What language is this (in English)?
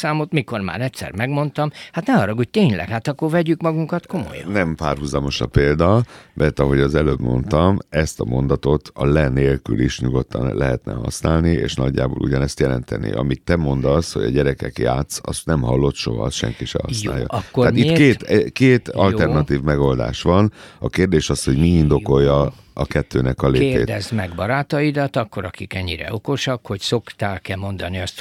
Hungarian